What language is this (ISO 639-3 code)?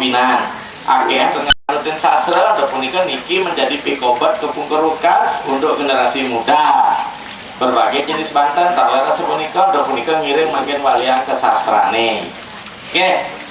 ban